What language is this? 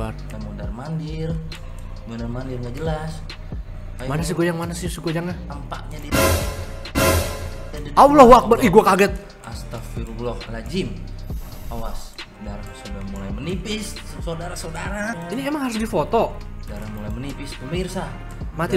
Indonesian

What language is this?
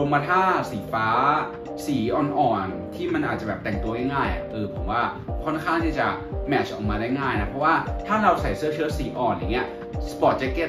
Thai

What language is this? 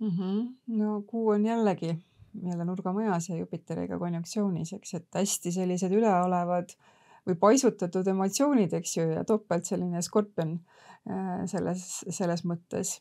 Estonian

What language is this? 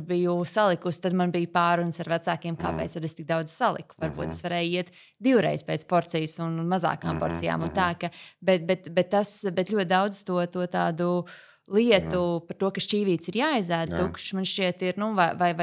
Latvian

